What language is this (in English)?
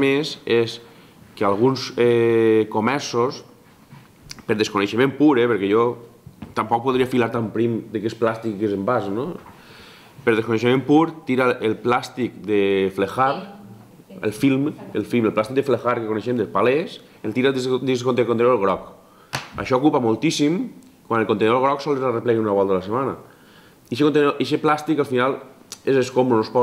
Catalan